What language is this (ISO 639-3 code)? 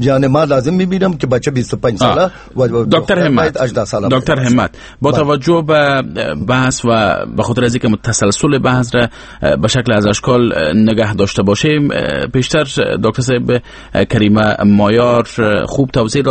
fas